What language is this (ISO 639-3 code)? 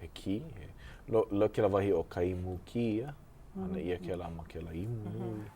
haw